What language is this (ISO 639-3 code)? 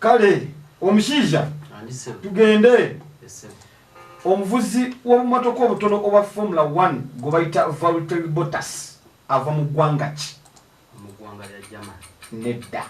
lug